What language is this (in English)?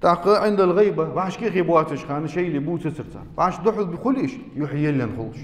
Ingush